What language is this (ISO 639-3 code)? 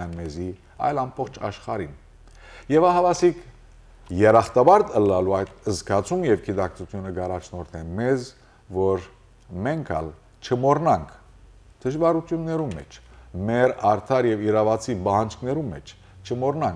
hyw